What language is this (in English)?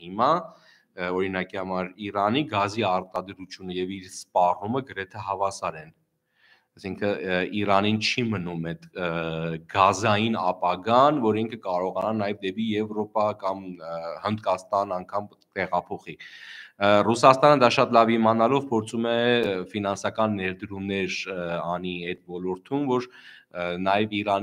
Armenian